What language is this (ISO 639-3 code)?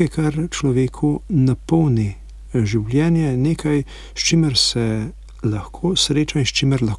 slv